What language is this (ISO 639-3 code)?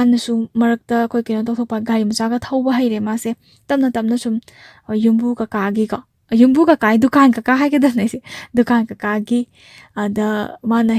mni